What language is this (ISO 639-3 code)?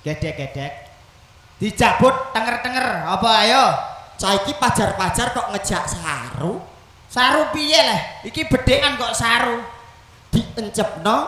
jav